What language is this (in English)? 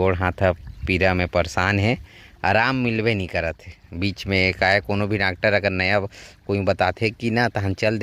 Chhattisgarhi